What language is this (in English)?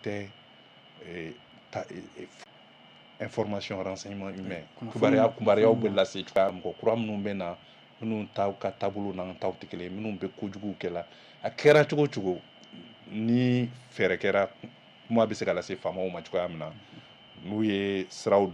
Bambara